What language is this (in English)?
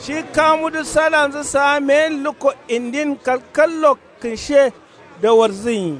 Kanuri